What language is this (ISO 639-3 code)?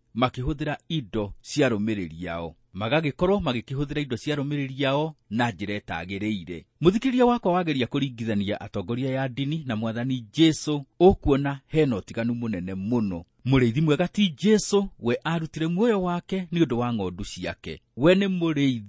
kik